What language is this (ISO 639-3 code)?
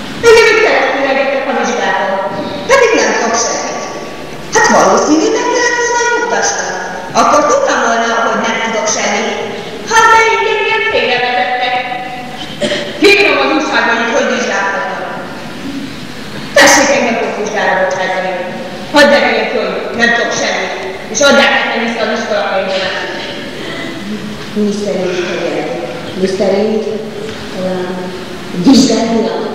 hun